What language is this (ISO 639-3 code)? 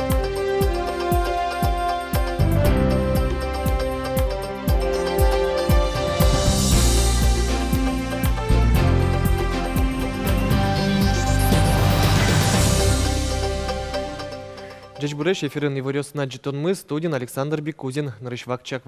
udm